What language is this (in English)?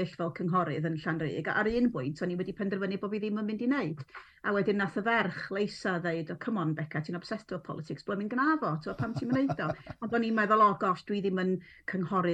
Welsh